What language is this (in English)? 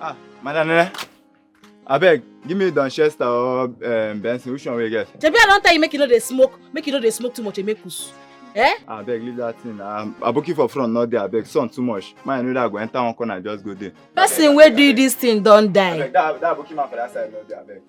Nigerian Pidgin